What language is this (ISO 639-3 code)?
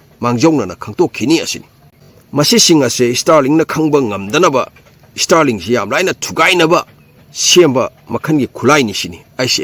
mni